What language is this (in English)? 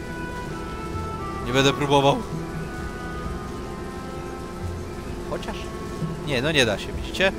Polish